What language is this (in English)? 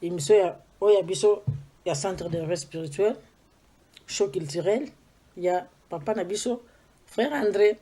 Lingala